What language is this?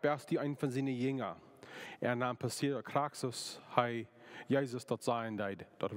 Plautdietsch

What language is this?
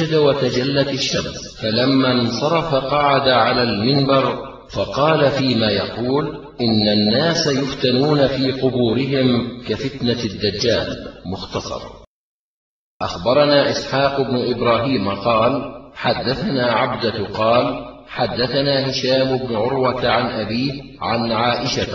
Arabic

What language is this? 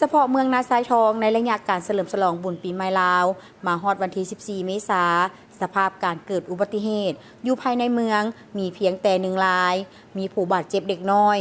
Lao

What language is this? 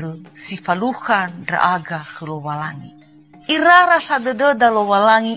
Nias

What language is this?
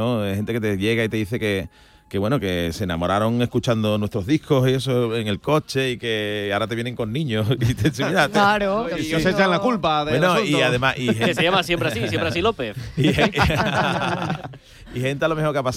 Spanish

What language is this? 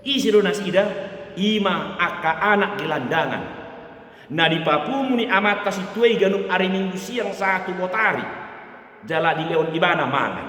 Batak Toba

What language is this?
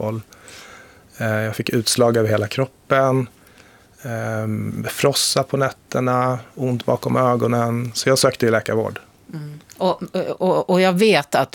Swedish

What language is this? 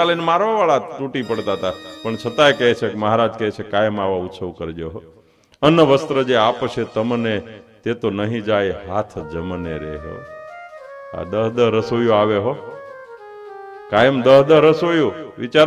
Gujarati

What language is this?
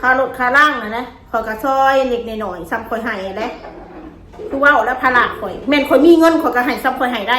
Northeastern Thai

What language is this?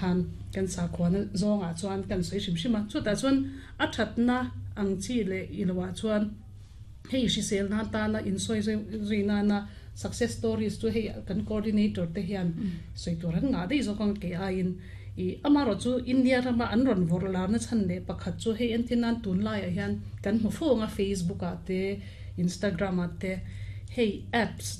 Mizo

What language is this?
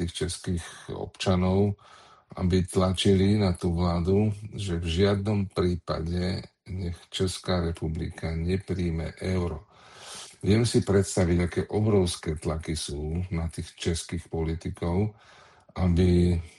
Slovak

